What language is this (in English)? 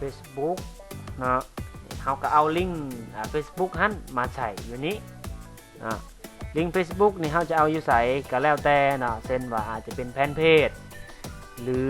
Lao